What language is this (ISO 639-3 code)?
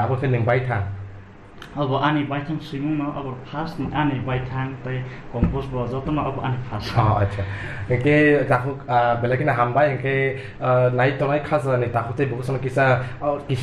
trp